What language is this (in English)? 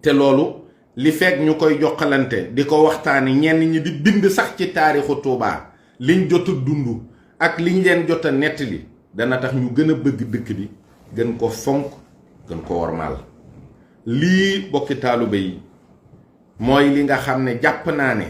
Wolof